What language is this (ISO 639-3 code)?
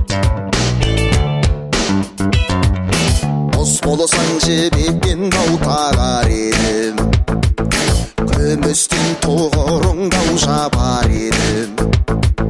kaz